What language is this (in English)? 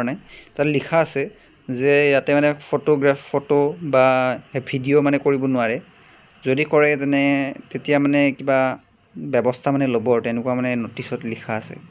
Assamese